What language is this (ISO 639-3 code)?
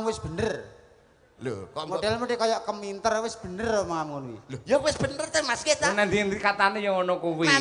jav